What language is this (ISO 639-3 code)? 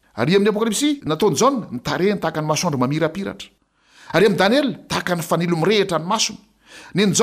mlg